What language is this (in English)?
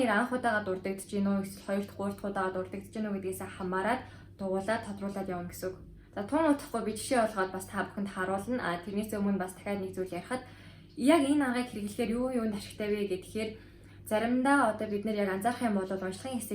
Mongolian